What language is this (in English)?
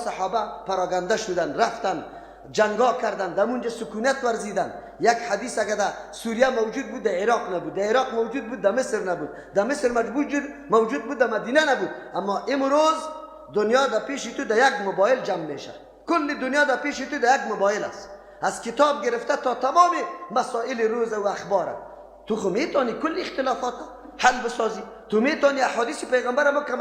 Persian